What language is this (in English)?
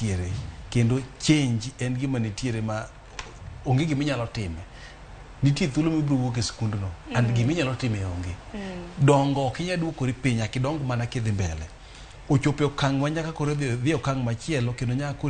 Luo (Kenya and Tanzania)